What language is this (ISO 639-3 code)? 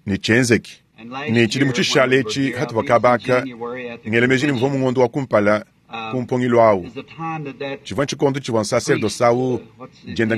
lua